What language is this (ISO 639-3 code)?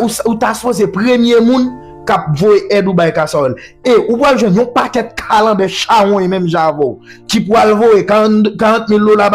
hat